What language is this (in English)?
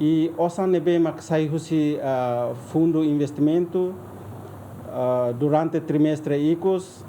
Tetum